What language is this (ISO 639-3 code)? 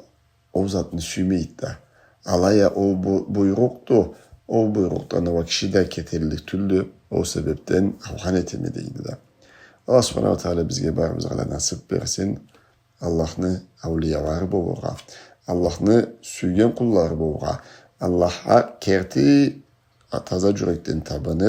krc